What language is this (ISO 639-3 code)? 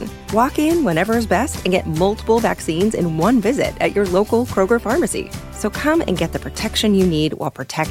eng